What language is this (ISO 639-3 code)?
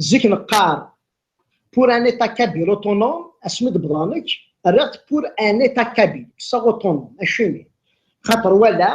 kab